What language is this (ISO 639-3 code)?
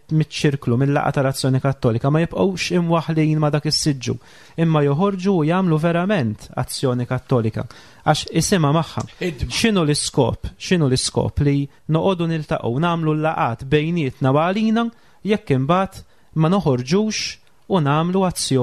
mlt